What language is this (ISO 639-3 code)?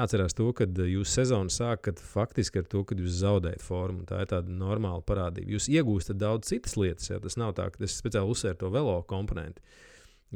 lav